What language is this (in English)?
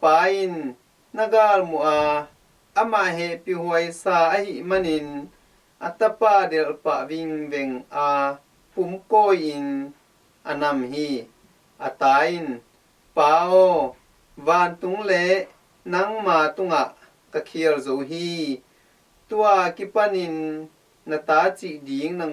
Tedim Chin